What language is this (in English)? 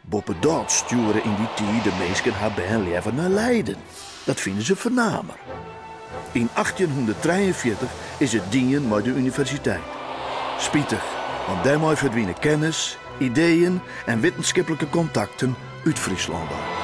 Western Frisian